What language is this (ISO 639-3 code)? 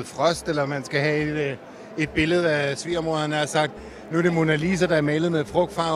dan